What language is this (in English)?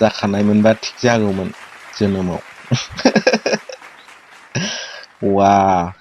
Bodo